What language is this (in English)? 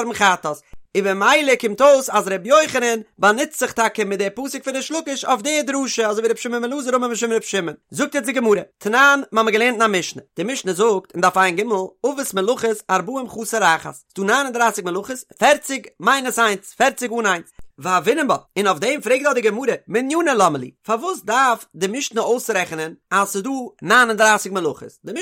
Yiddish